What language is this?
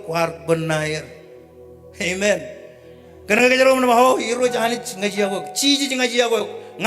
Marshallese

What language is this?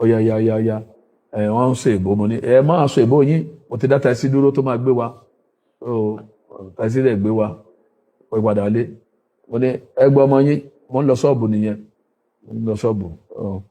Yoruba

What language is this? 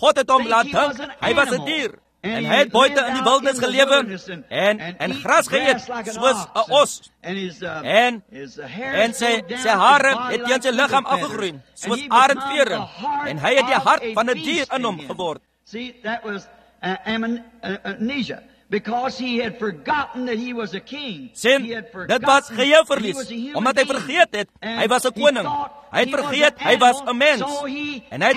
Afrikaans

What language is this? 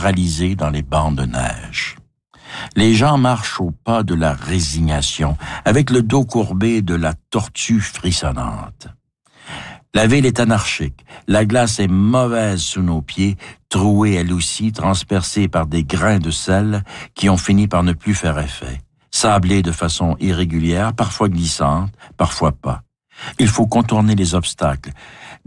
French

